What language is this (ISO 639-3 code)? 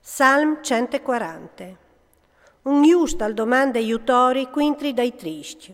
fur